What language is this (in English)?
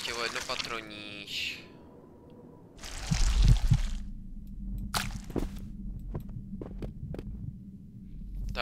Czech